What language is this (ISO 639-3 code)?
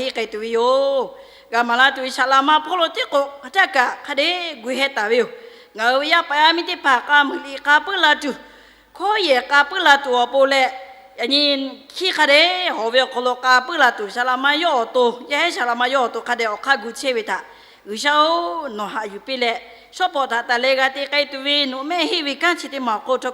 lhu